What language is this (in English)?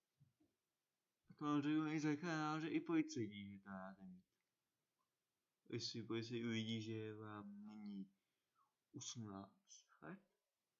Czech